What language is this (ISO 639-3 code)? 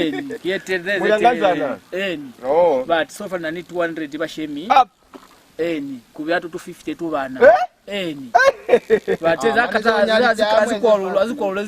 loz